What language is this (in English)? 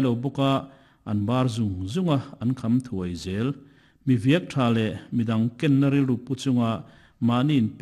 Mizo